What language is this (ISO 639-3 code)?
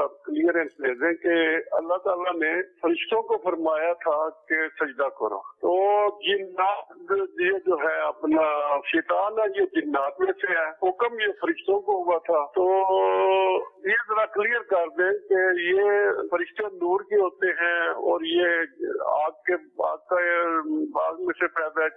urd